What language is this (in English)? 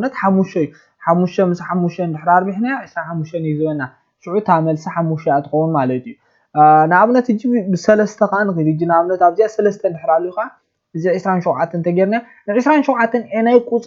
Tigrinya